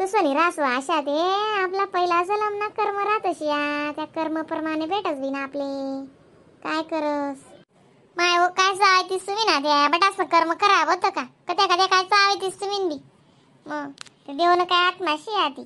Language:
Khandesi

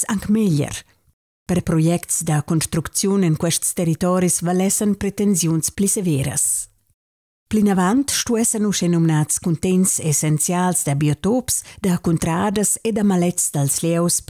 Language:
Romansh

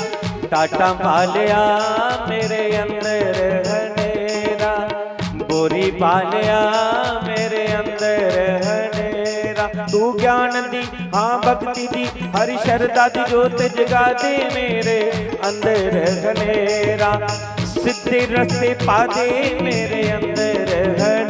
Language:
Dogri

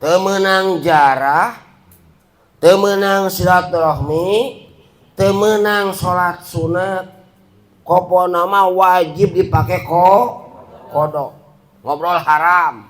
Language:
Sundanese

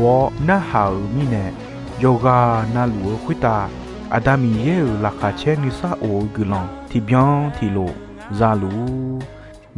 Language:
Akha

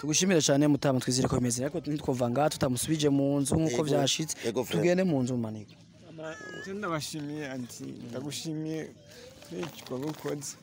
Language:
Rundi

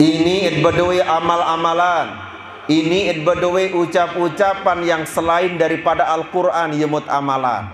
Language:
Sasak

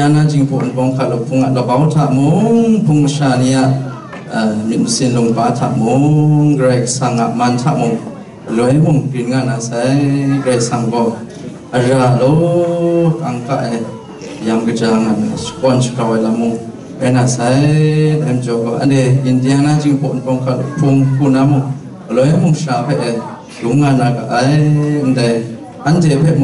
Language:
Kachin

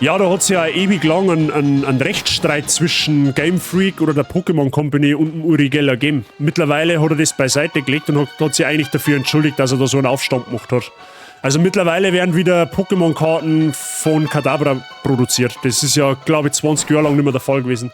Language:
Bavarian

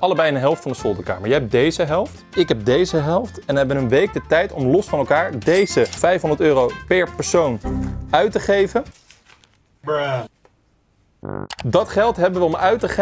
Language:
Dutch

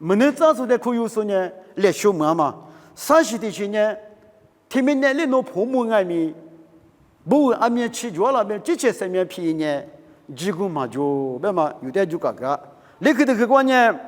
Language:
Lisu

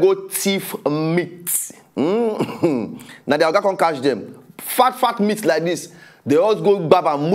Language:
Nigerian Pidgin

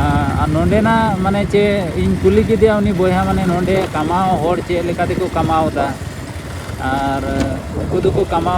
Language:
Santali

